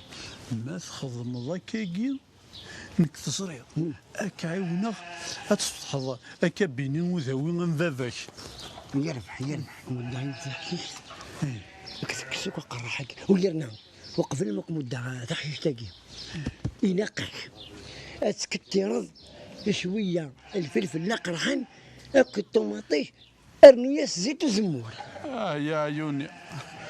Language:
Kabyle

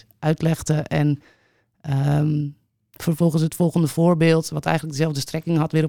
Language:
Dutch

